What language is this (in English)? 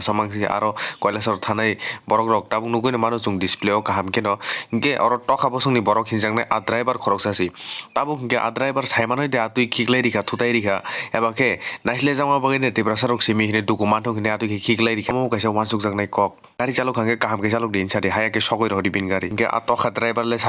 Kok Borok